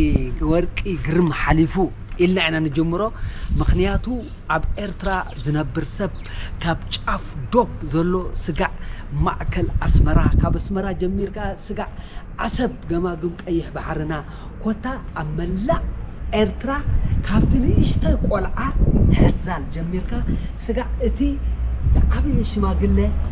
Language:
Tigrinya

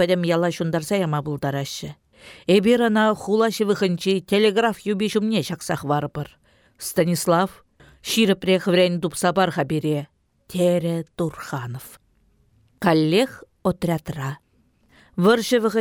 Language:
Chuvash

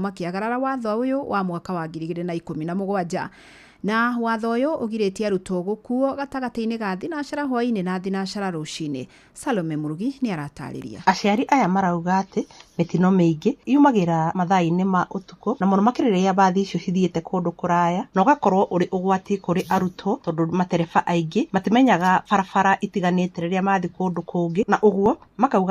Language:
Kikuyu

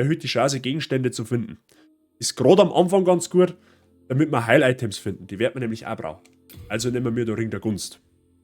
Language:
Bavarian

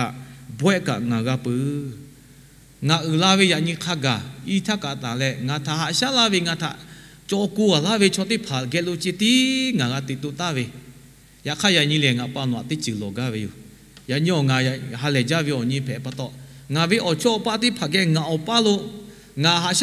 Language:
Lahu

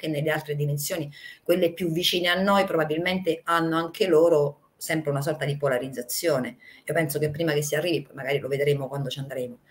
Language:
Italian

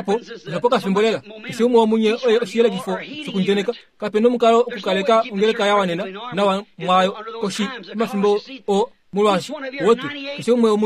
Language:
Kuanyama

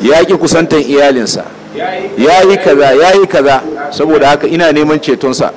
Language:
Hausa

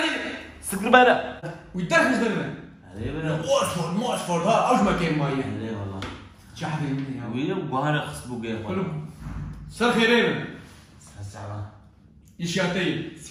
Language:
Kurdish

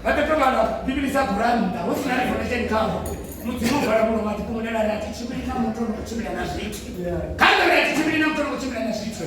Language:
Venda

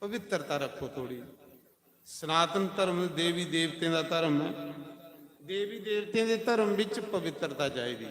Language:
Dogri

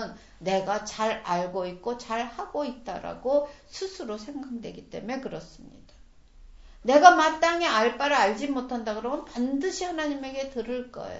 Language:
Korean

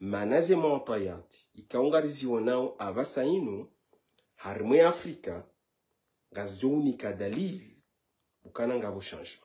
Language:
Ngazidja Comorian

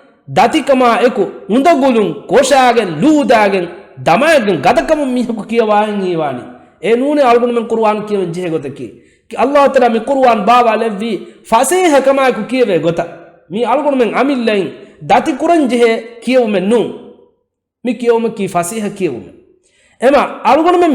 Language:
Divehi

